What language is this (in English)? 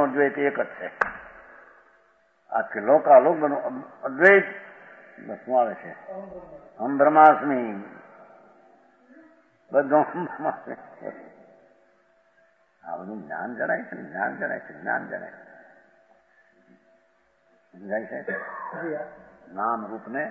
Gujarati